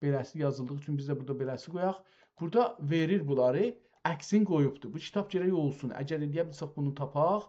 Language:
South Azerbaijani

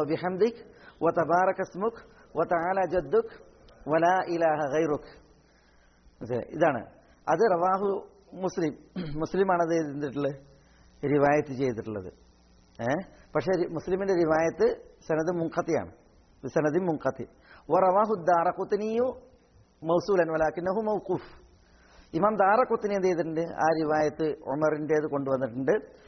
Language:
Malayalam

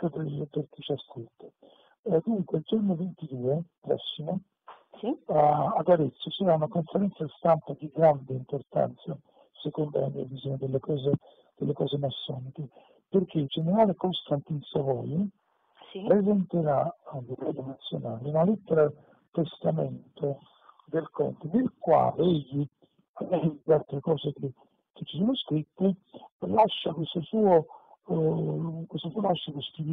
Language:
Italian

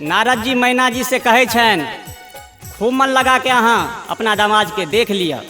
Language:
Maithili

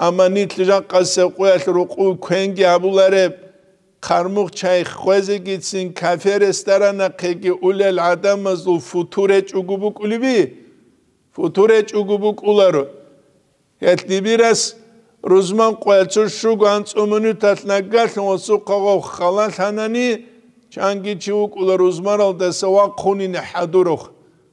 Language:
Avaric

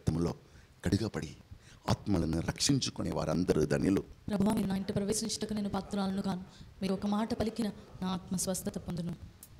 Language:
Telugu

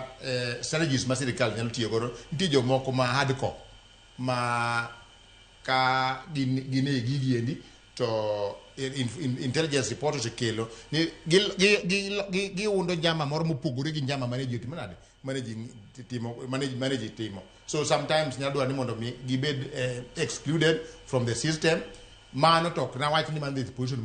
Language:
Luo (Kenya and Tanzania)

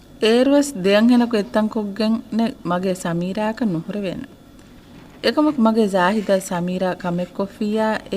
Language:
Divehi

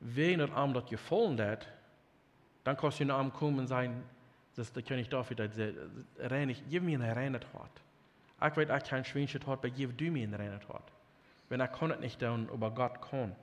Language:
Plautdietsch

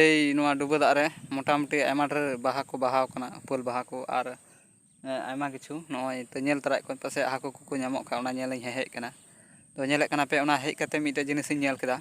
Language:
Santali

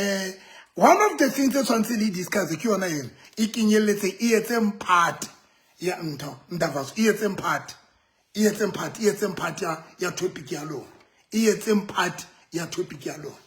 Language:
Southern Sotho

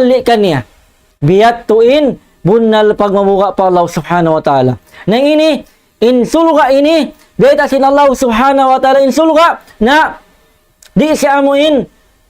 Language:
Tausug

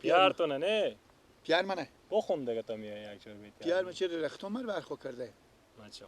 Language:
Persian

